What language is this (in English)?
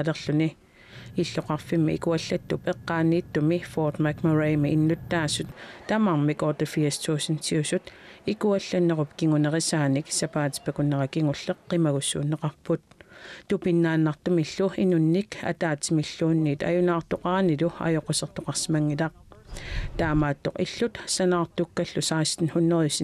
Kalaallisut